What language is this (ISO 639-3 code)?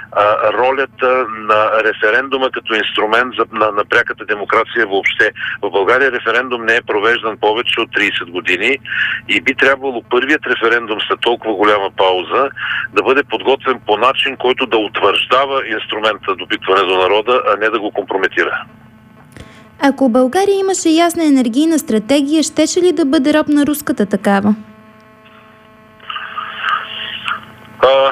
bul